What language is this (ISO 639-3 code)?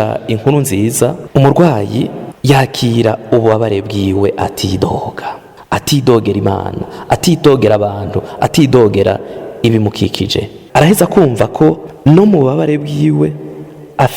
run